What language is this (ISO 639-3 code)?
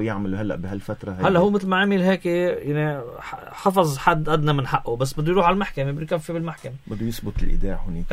apc